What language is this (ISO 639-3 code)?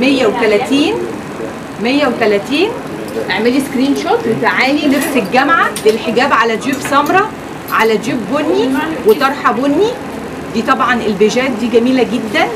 arz